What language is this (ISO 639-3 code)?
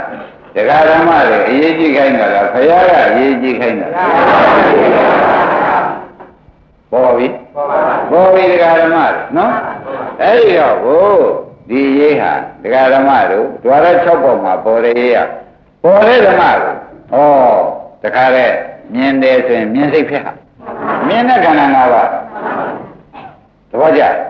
mya